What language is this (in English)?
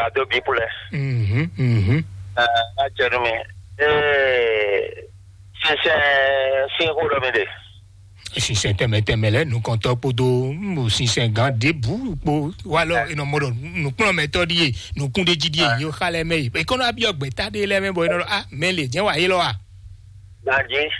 Fon